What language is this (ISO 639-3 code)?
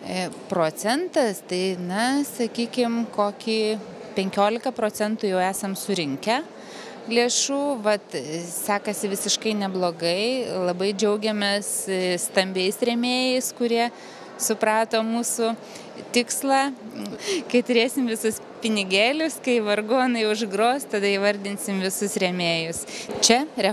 lit